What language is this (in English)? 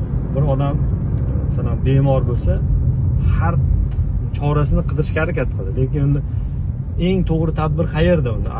Uzbek